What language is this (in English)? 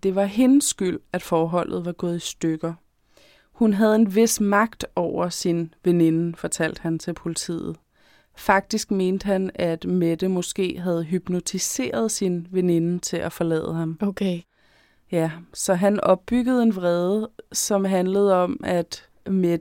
Danish